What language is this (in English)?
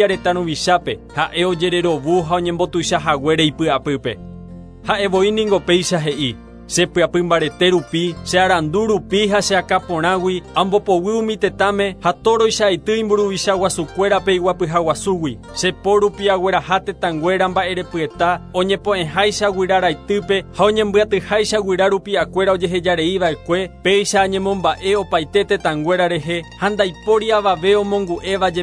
Guarani